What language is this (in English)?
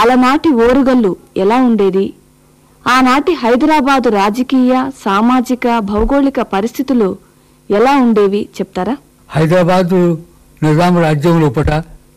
Telugu